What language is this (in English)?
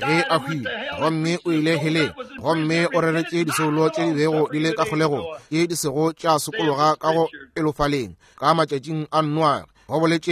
Northern Sotho